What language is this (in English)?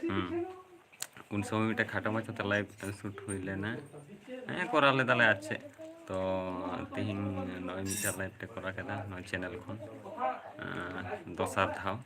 Santali